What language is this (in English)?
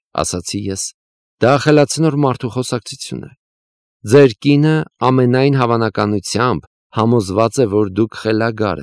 Armenian